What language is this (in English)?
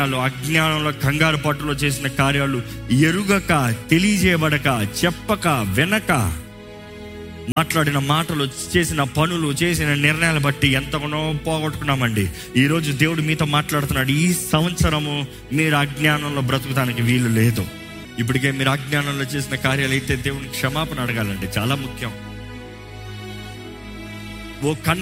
Telugu